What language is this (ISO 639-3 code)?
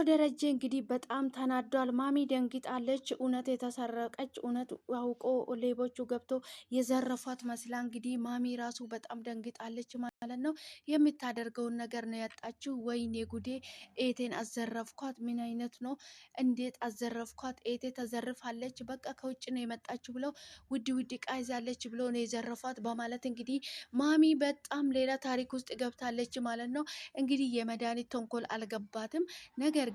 amh